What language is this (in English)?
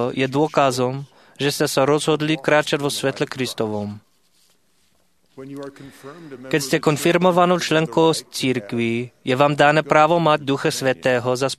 Slovak